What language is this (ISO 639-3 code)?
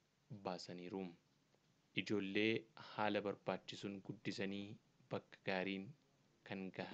orm